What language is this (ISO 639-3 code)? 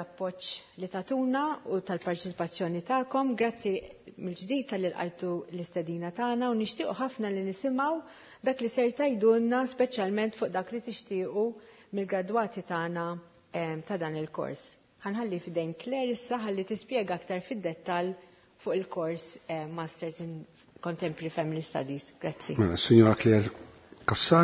mlt